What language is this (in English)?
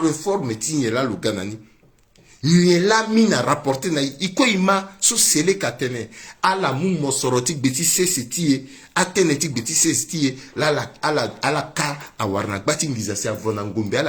Sango